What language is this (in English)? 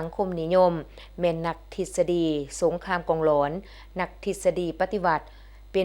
Lao